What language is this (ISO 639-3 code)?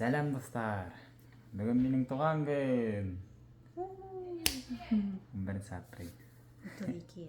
bak